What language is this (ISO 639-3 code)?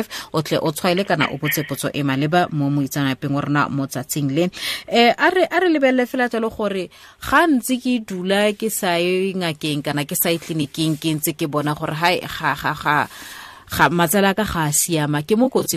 tsn